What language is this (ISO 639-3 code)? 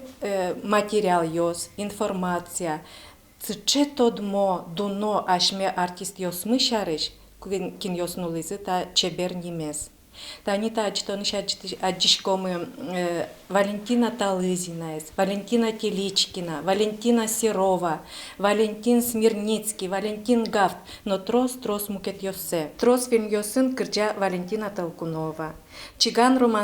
udm